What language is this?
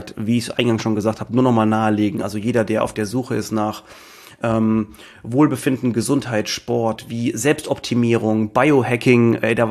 German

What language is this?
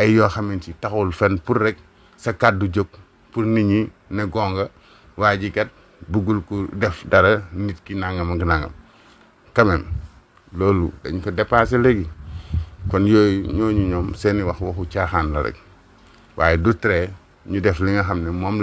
Wolof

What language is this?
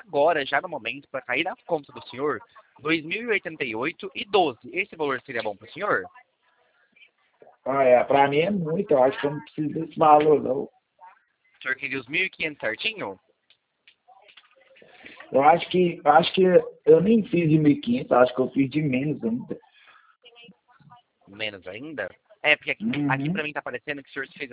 Portuguese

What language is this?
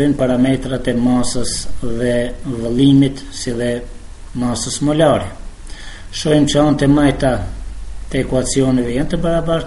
Albanian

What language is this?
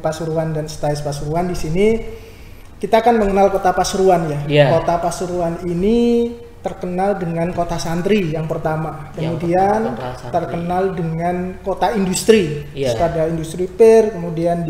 Indonesian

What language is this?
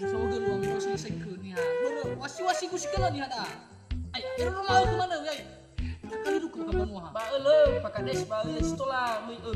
Nias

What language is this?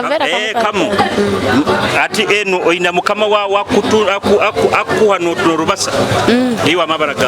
Nyoro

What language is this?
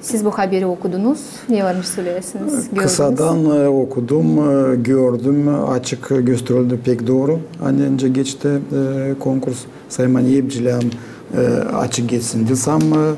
Gagauz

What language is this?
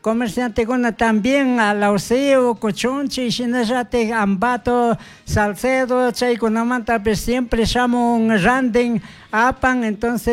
Chimborazo Highland Quichua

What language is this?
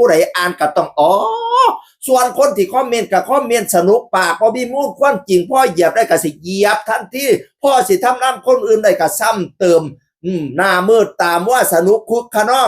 Northeastern Thai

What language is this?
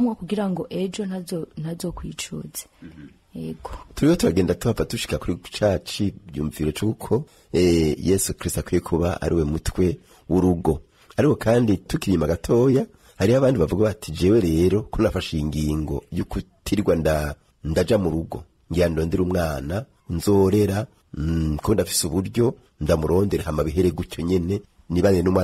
Rundi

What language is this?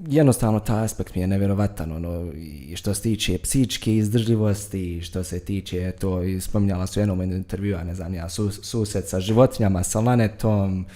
Bosnian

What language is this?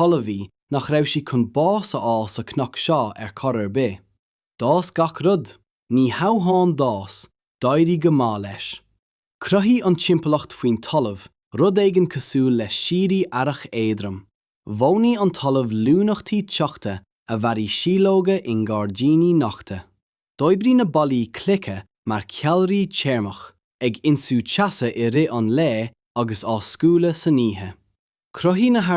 Irish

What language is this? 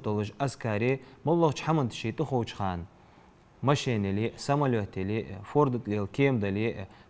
Ingush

